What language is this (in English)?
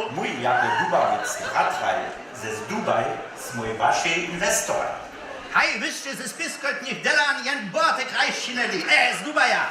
Upper Sorbian